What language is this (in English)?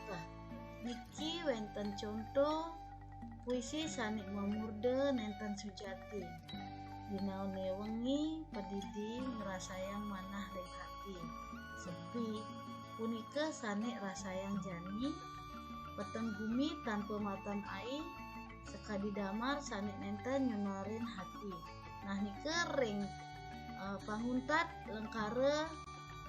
Balinese